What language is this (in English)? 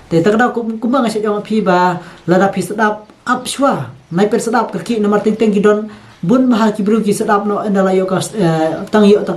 Khasi